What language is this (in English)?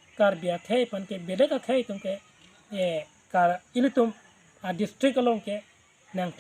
Karbi